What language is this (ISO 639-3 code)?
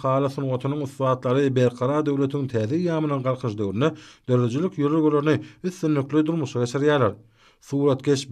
tuk